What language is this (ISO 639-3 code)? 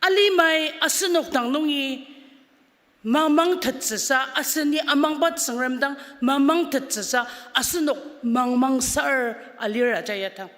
njo